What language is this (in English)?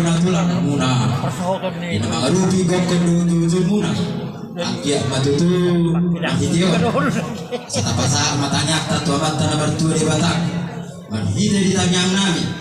Batak Toba